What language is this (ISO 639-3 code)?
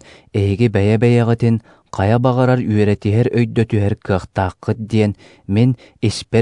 sah